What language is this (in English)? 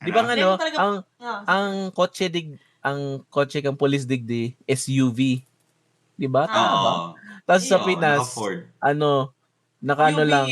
Bikol